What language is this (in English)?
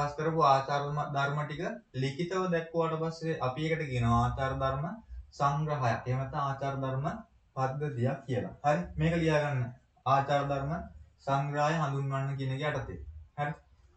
Sinhala